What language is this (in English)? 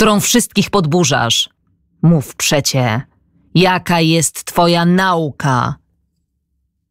Polish